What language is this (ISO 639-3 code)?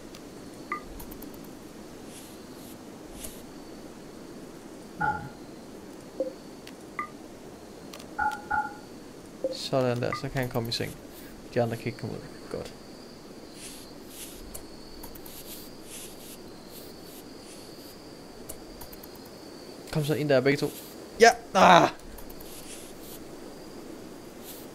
dan